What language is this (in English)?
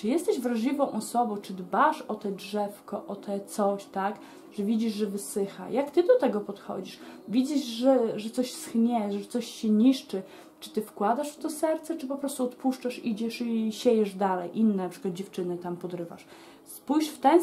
Polish